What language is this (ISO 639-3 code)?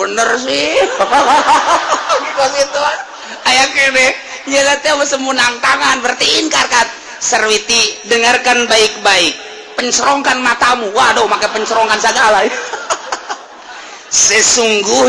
sun